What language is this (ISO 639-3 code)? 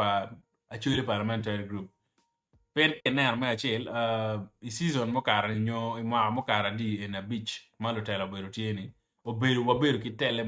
ach